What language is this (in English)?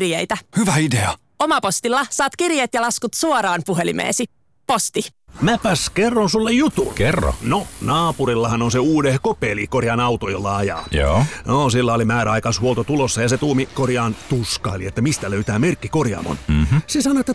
Finnish